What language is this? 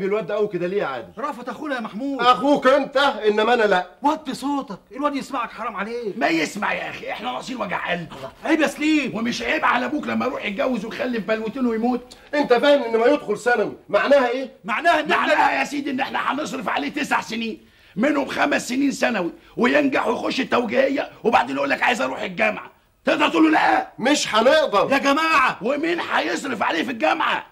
Egyptian Arabic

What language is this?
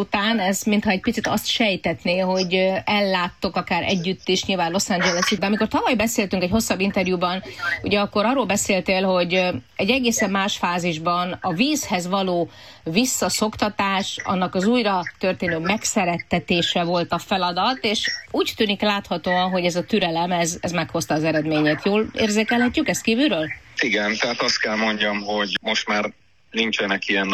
Hungarian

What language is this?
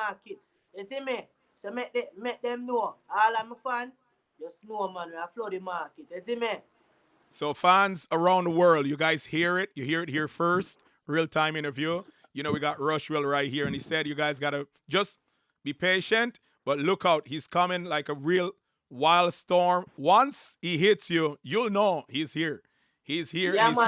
Jamaican Creole English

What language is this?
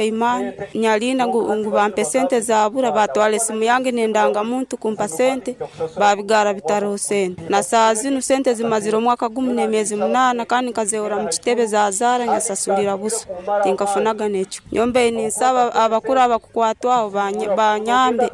Nyankole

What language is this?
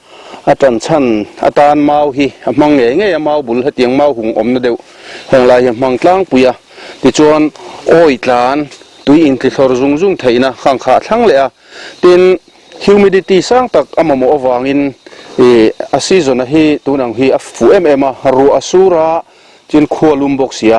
Mizo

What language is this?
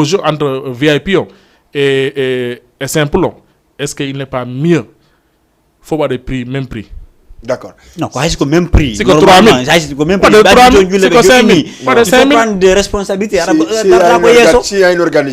Fula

